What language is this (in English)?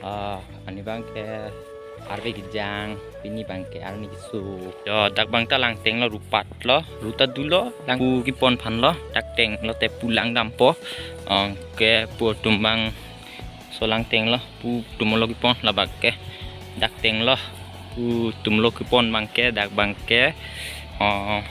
Karbi